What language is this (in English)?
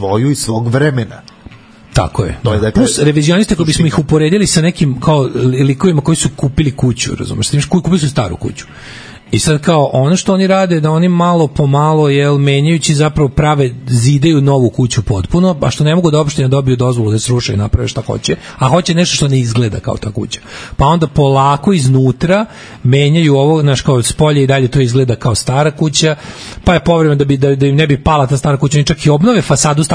Serbian